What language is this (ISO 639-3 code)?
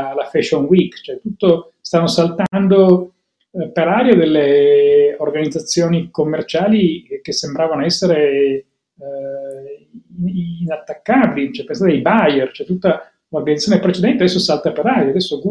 ita